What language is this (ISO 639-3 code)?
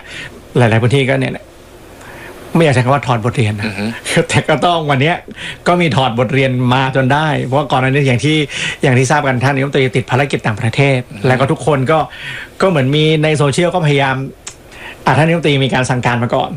tha